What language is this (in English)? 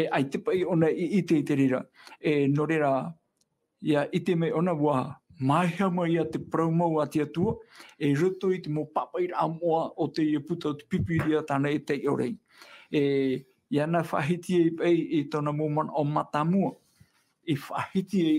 Tahitian